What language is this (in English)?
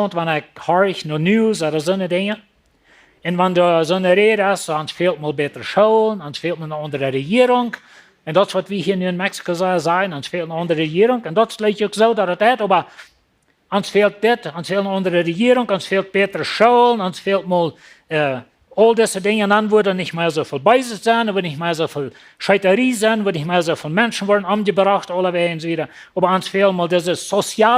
Plautdietsch